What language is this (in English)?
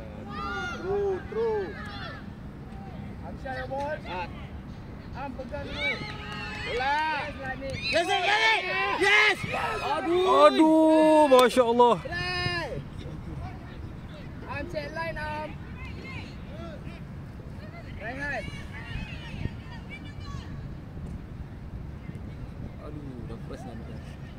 Malay